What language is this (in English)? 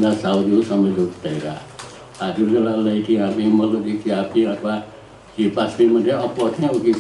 Newari